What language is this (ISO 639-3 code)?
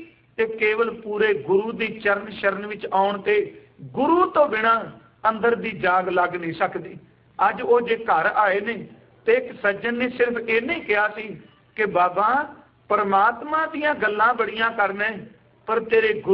pan